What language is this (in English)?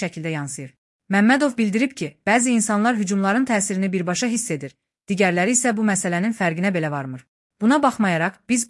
Azerbaijani